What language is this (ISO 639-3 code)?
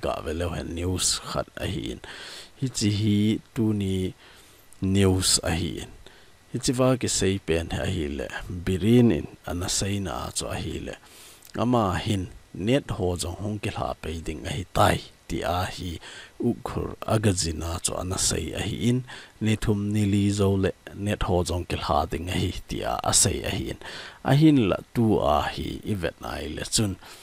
tcz